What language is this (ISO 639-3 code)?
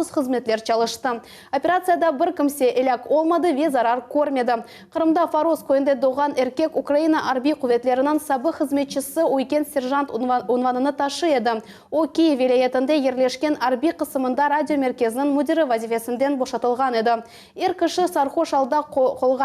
crh